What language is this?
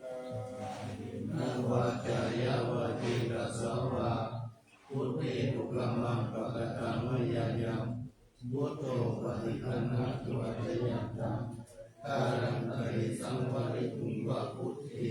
Pali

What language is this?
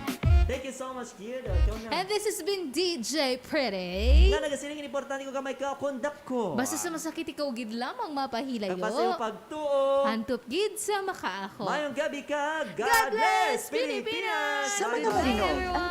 Hiligaynon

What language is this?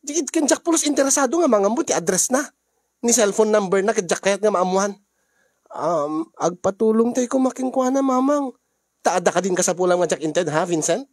Iloko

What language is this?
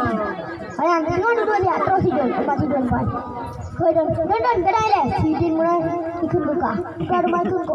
Achinese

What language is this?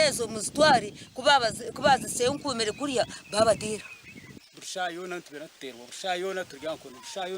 Nyankole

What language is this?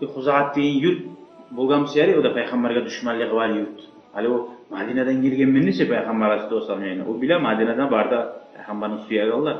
Kumyk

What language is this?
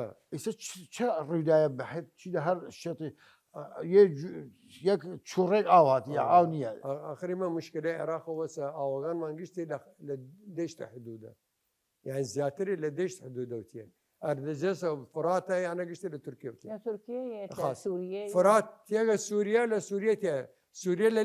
Southern Kurdish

